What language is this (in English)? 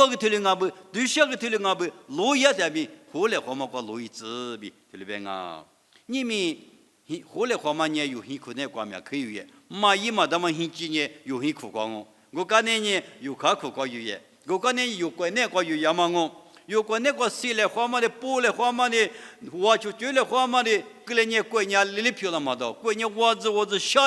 Lisu